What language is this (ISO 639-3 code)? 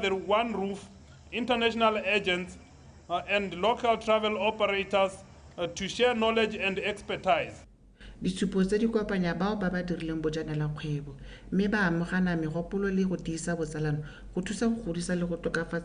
tsn